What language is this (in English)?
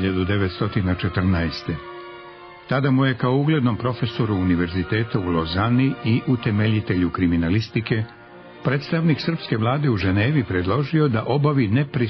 Serbian